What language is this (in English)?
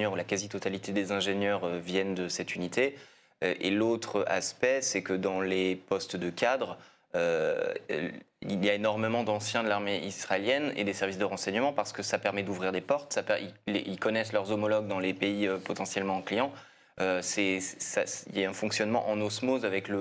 French